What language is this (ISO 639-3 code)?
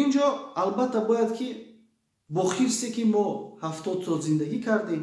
tgk